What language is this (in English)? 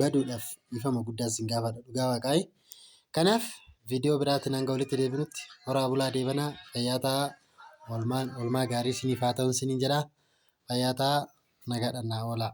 Oromo